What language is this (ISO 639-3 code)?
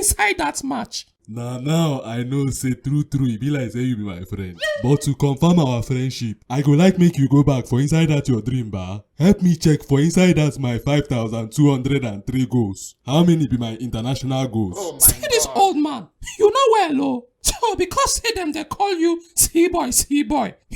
pcm